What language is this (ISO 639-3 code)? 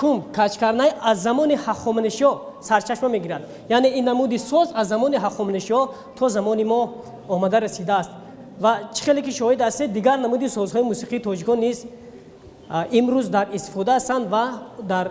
tgk